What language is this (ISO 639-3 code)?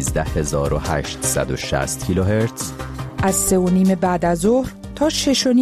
fas